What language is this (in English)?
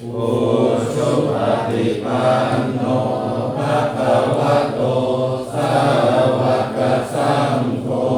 Pali